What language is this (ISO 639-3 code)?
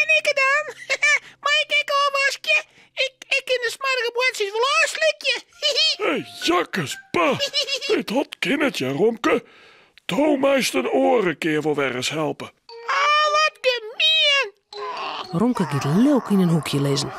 fry